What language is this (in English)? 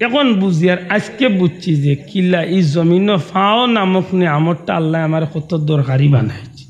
Sylheti